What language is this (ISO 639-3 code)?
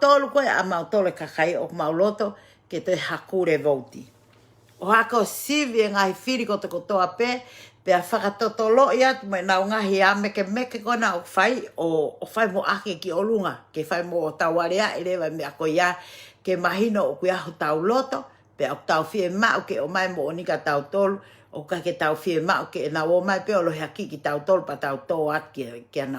ton